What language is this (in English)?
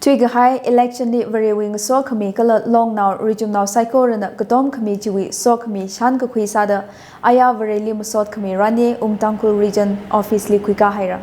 Tangkhul Naga (India)